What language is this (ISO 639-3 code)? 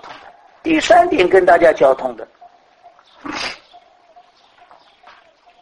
zho